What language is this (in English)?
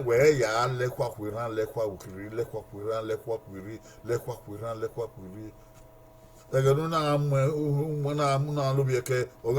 Bini